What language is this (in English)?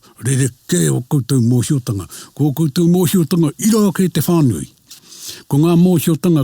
Māori